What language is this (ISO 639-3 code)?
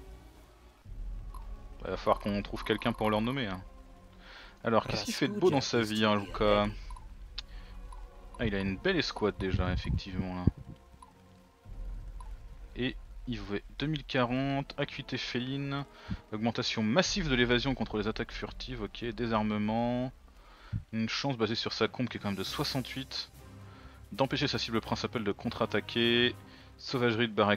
fra